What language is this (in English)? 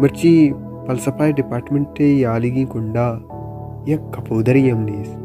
Baluchi